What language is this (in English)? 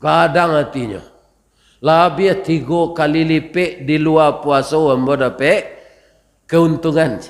Minangkabau